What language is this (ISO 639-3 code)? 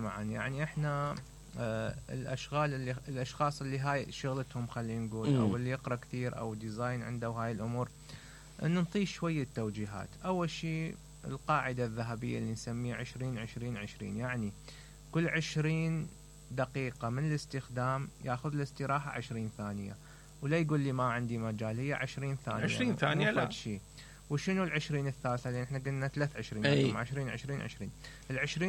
acm